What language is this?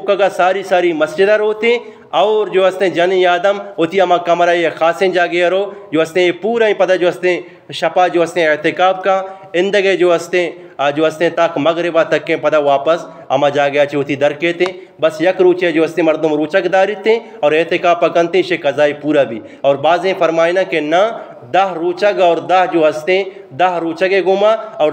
Eastern Balochi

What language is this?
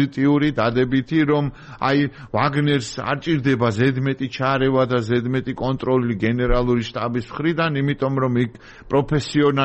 Georgian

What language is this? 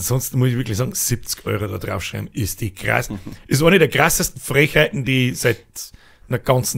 Bavarian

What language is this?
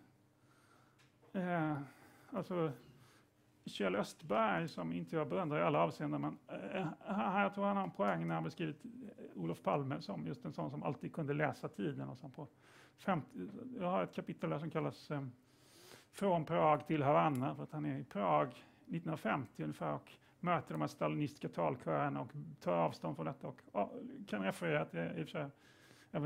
Swedish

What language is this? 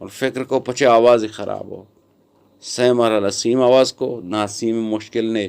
Eastern Balochi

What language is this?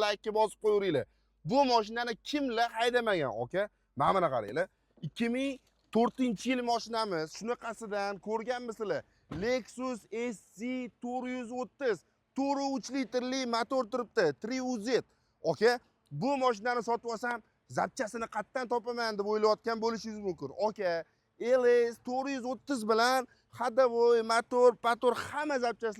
Uzbek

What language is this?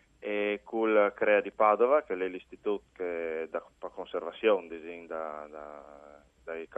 Friulian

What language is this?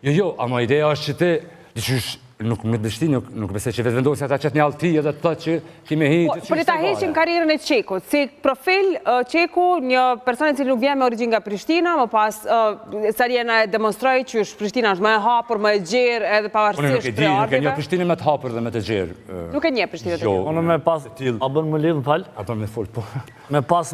Albanian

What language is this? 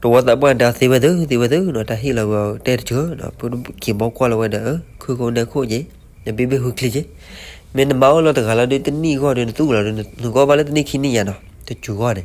S'gaw Karen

